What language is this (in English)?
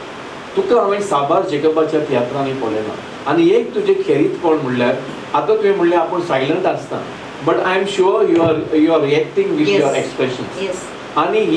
Konkani